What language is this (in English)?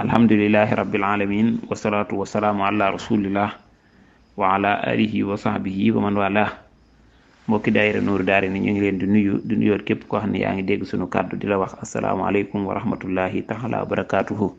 Wolof